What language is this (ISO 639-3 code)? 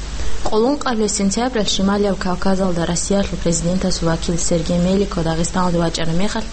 ava